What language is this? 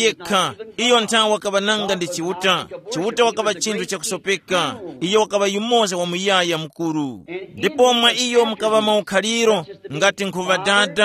Tumbuka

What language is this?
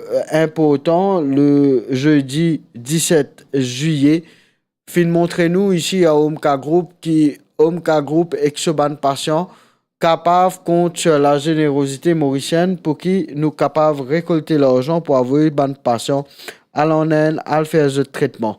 Morisyen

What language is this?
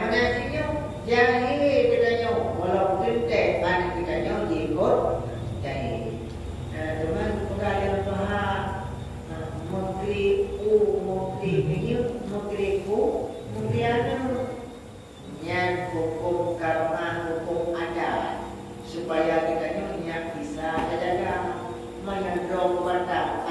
Achinese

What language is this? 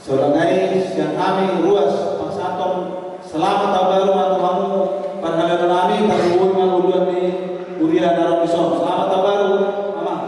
Batak Toba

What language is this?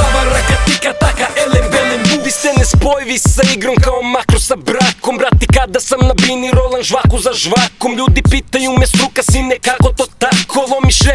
Serbian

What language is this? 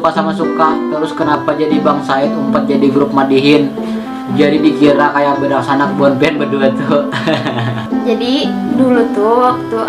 Banjar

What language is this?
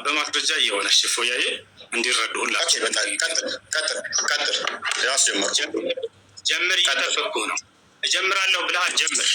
Amharic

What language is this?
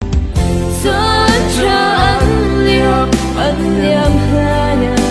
Falam Chin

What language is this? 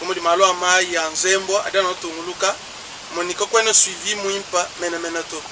Luba-Lulua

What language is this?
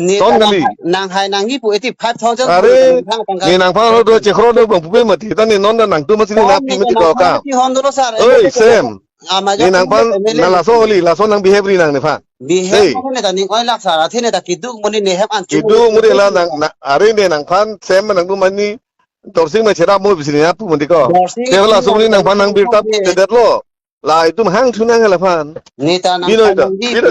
Karbi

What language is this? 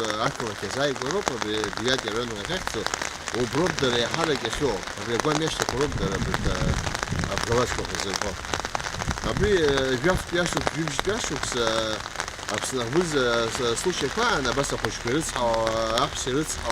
Abkhazian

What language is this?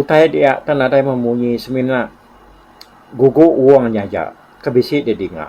Iban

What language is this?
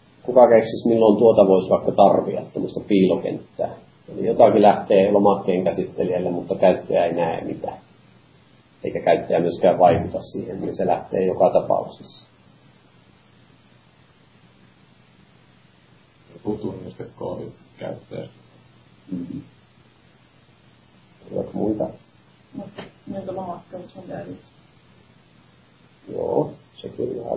Finnish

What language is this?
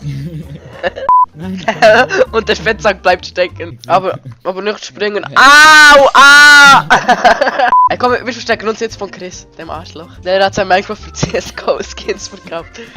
Swiss German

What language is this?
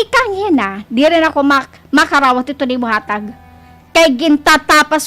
Waray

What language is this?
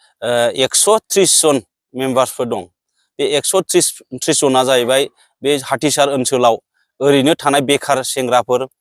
Bodo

